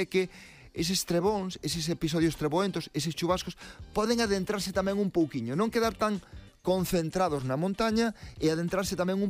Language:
Galician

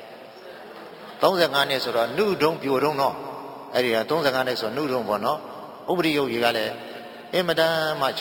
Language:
Burmese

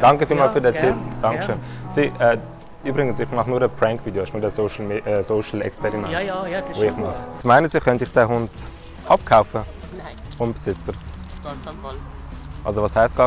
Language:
Swiss German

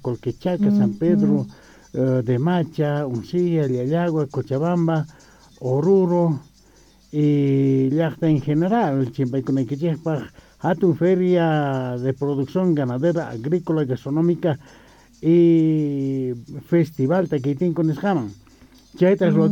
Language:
South Bolivian Quechua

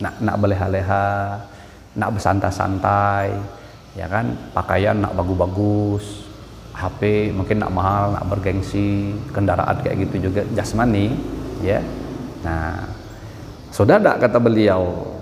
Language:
Banjar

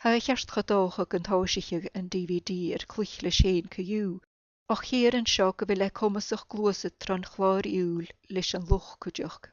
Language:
Scottish Gaelic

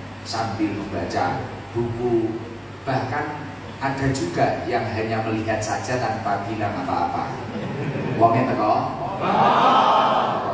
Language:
Indonesian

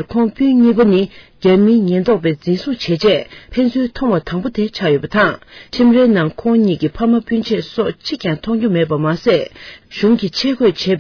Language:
Tibetan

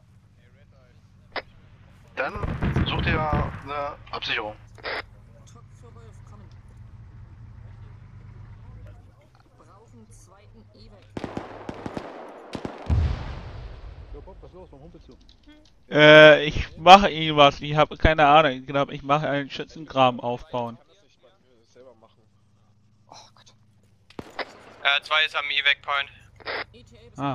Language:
German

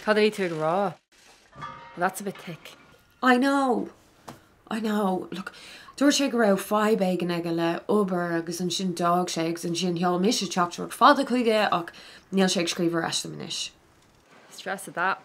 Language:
Irish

